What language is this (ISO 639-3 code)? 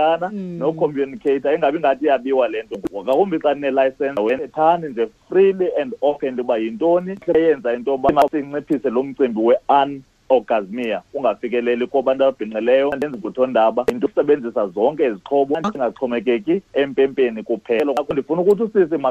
xho